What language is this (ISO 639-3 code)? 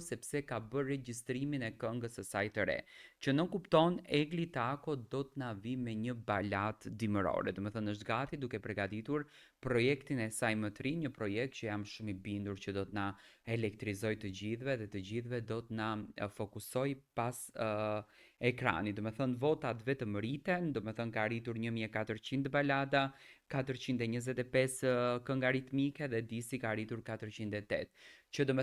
sqi